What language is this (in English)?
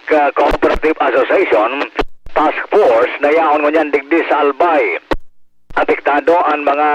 Bikol